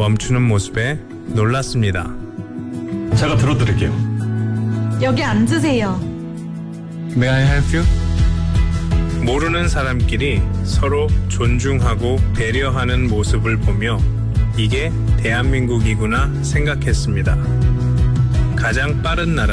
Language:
Korean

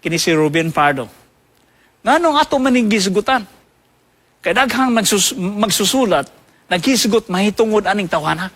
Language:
Cebuano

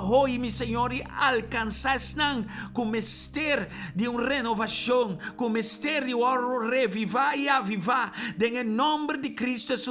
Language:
Papiamento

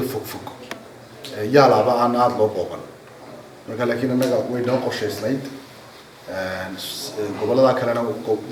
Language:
Somali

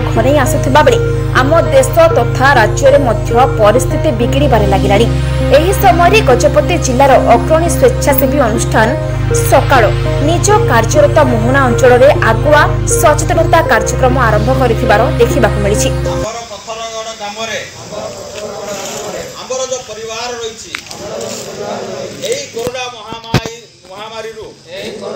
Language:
Odia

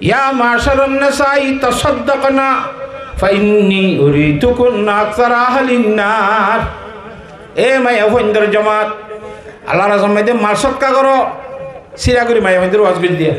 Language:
Rohingya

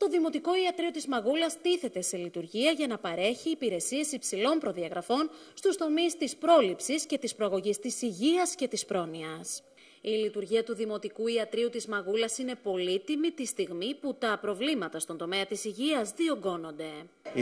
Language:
Greek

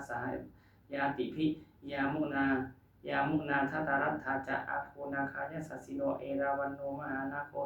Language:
Pali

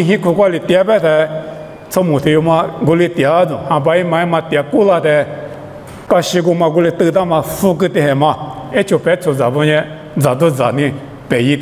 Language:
Lisu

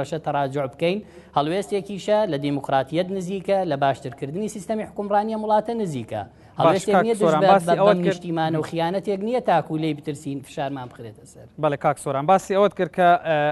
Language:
Central Kurdish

